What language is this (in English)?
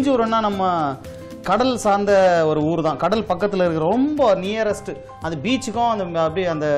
Tamil